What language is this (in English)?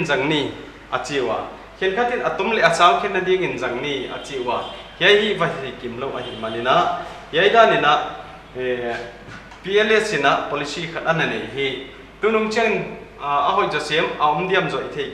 Paite Chin